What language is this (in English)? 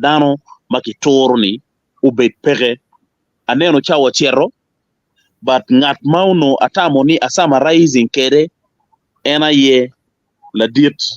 Acoli